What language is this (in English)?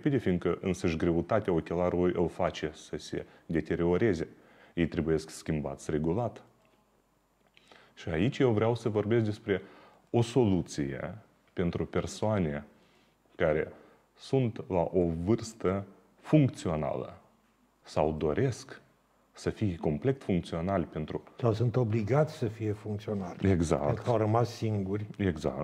Romanian